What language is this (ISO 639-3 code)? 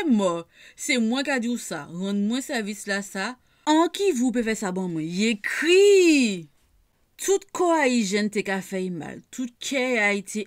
gcf